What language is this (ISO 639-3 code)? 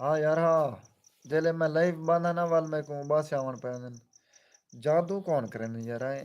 skr